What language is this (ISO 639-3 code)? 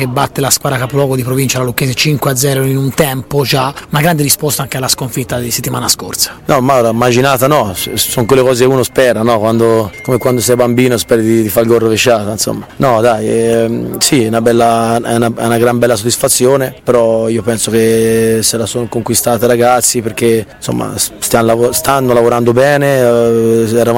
ita